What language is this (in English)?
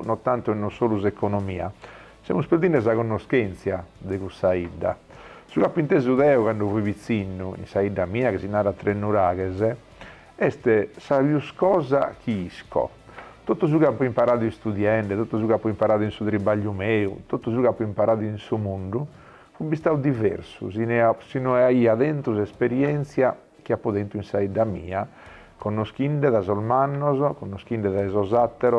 Sardinian